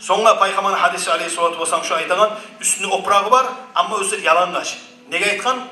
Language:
Kumyk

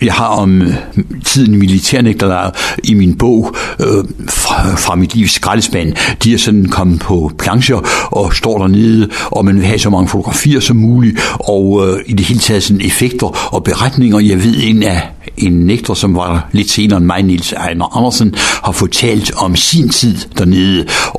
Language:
Danish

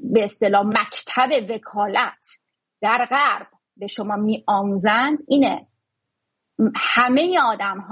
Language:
Persian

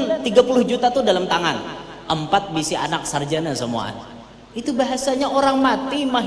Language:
Banjar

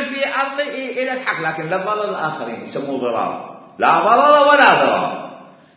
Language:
Mesopotamian Arabic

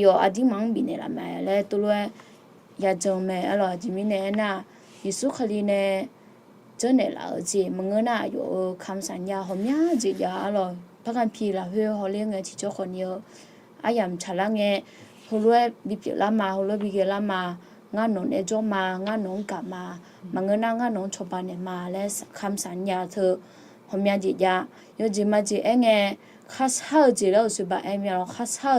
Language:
Akha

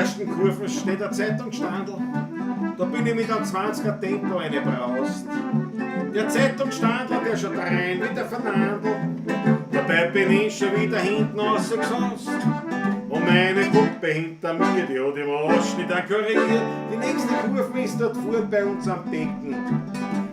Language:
Bavarian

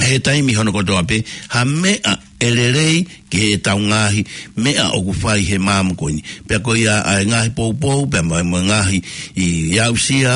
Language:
Tongan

